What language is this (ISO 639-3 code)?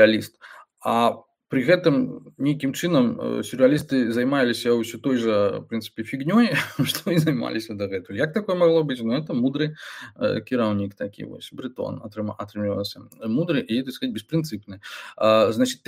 bel